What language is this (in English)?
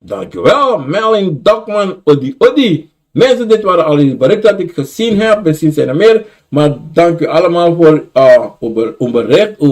Sranan Tongo